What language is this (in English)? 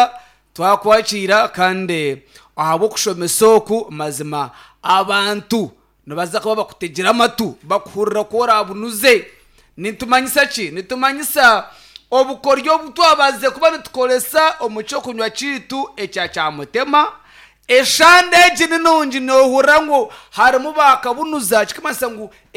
Nyankole